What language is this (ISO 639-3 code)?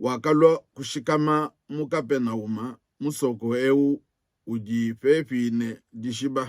lua